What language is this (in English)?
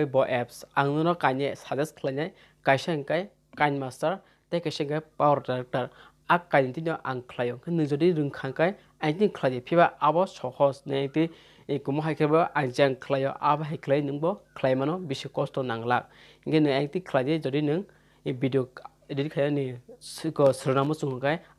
Kok Borok